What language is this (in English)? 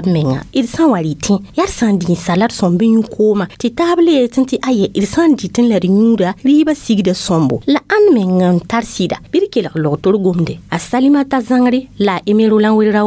Mossi